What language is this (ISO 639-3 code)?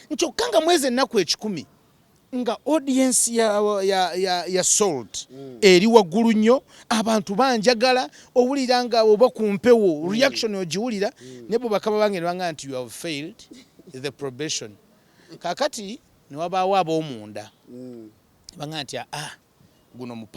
lug